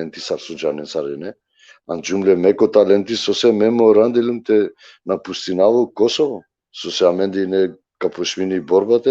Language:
Balkan Romani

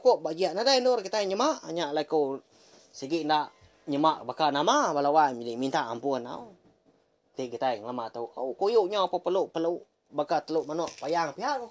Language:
Iban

